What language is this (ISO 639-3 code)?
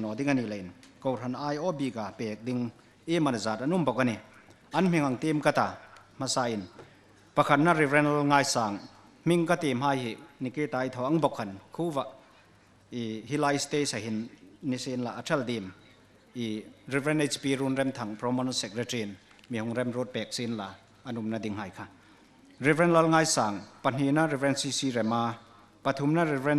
hmr